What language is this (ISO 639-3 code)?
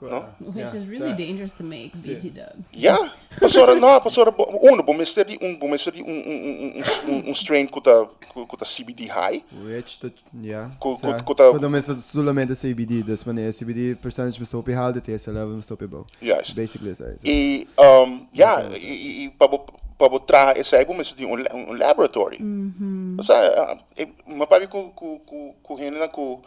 pap